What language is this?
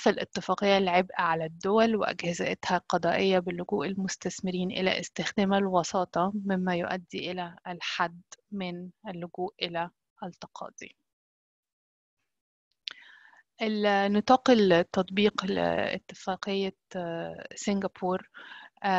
Arabic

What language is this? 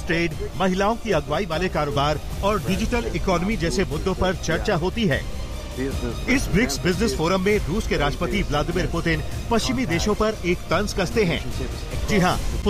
Hindi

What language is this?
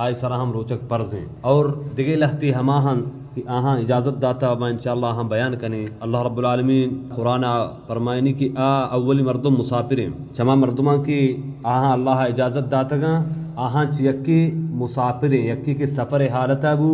Baluchi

